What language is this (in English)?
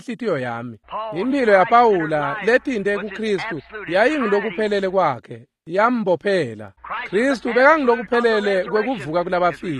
Swati